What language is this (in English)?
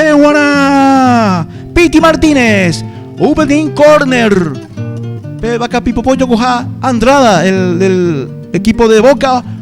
Guarani